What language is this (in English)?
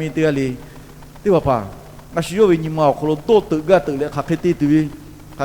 Lahu